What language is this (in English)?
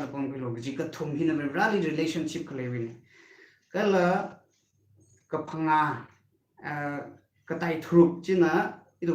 Tangkhul Naga (India)